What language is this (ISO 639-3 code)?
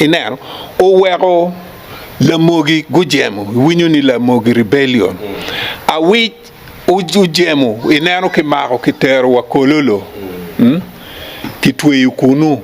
ach